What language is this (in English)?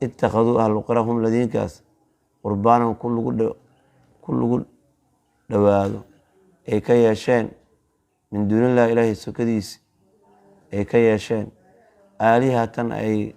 Somali